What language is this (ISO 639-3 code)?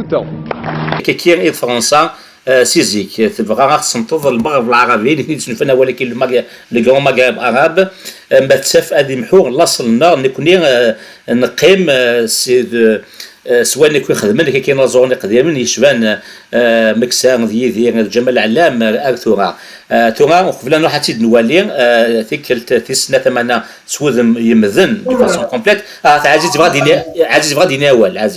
kab